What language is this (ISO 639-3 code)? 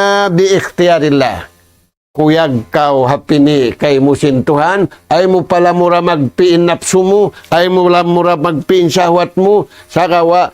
tsg